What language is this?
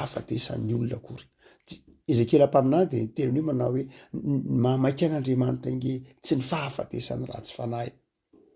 Malagasy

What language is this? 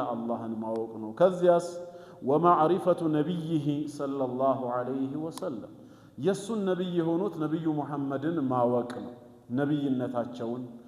Amharic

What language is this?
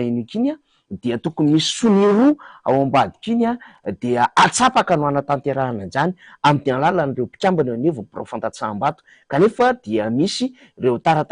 Malagasy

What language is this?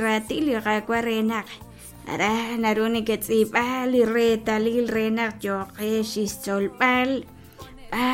Kekchí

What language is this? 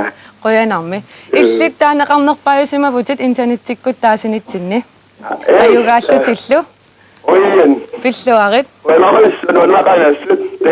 Kalaallisut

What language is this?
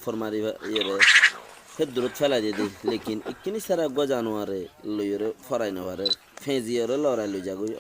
Rohingya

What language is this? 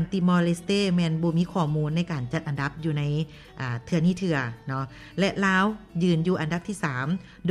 Lao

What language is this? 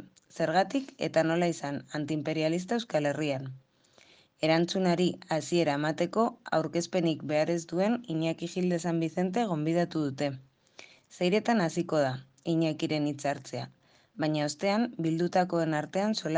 Basque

